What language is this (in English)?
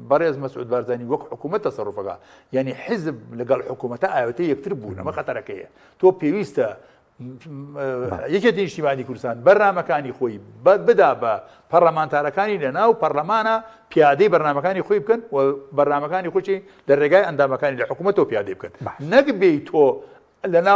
Central Kurdish